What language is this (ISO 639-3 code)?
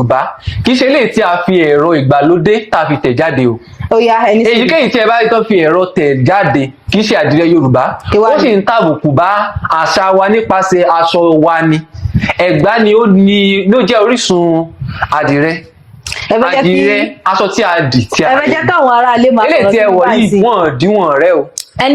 yor